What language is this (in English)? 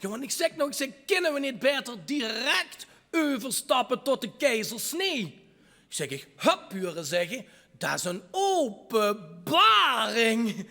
Limburgish